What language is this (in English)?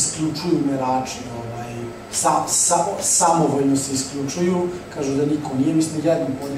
Serbian